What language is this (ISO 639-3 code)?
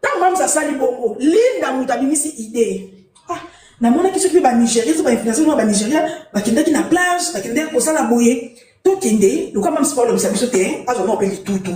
lin